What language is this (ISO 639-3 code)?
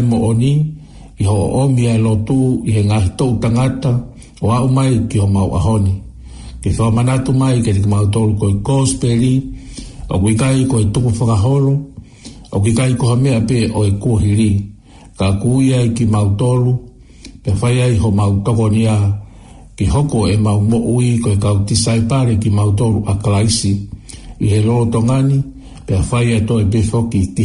ton